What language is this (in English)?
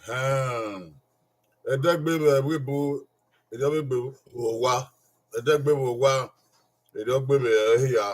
Bini